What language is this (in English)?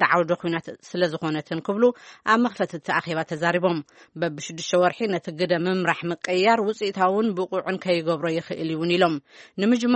Tigrinya